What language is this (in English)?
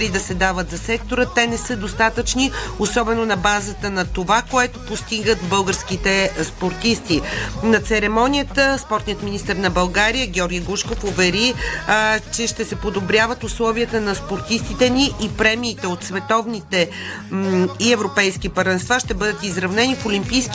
Bulgarian